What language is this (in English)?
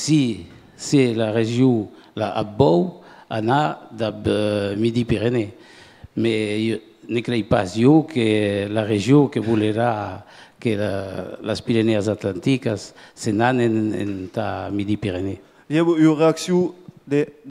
Occitan